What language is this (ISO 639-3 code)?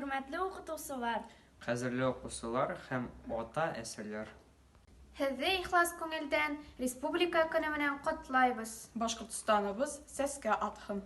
bak